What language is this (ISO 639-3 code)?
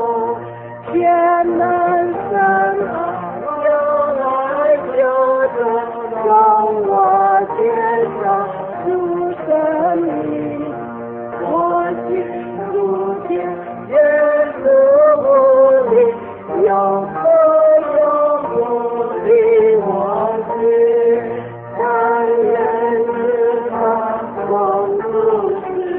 zho